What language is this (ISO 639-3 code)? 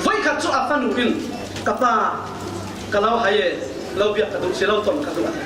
cfm